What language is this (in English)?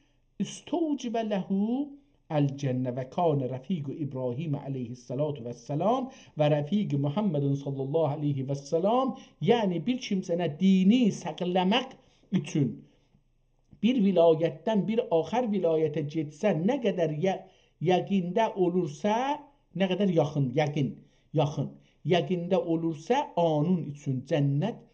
South Azerbaijani